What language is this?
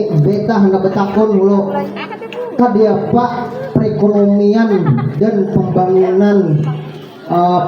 Banjar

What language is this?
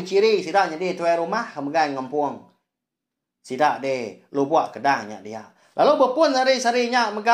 Iban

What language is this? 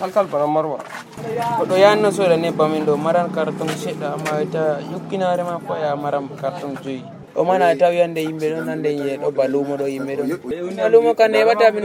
Nigerian Fulfulde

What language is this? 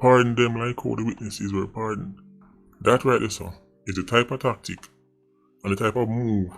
Jamaican Creole English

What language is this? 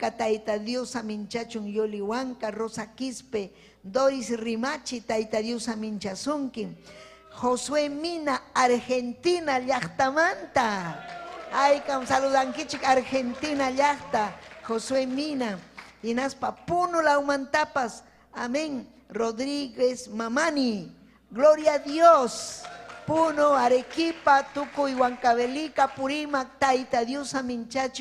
Ayacucho Quechua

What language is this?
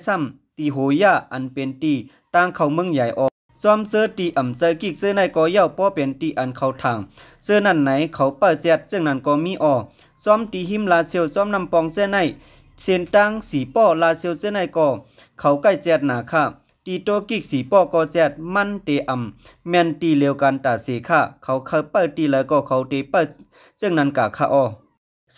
Lao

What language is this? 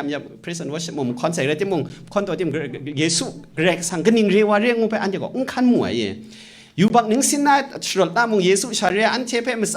Kachin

